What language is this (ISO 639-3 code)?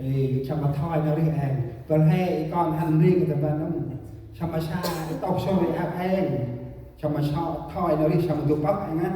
cmo